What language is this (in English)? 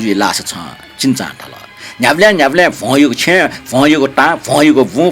Newari